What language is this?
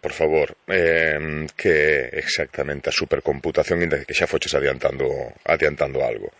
Galician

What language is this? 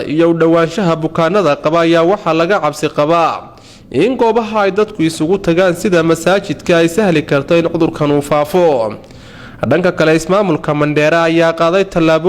Somali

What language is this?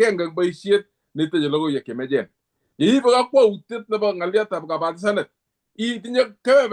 Kalenjin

